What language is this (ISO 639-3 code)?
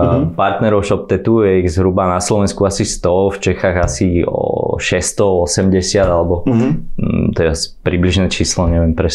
slk